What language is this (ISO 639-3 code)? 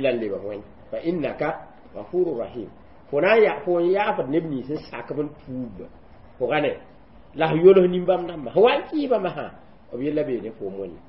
mos